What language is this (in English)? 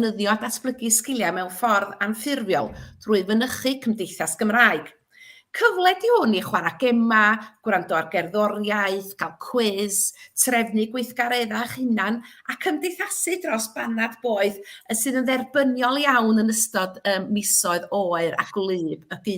Welsh